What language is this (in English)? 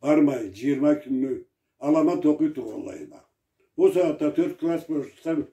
Karachay-Balkar